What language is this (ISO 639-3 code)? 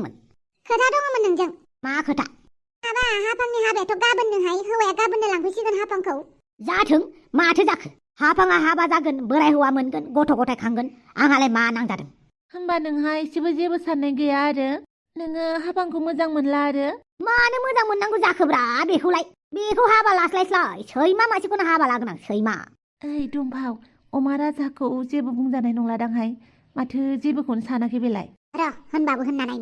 brx